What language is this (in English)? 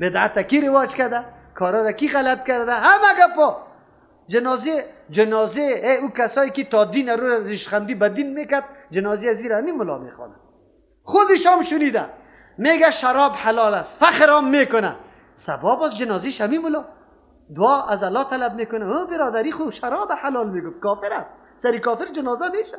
Persian